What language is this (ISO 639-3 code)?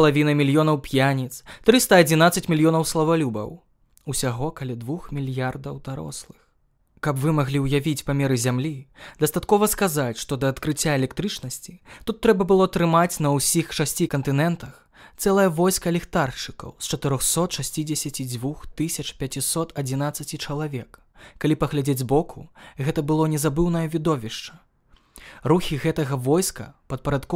bel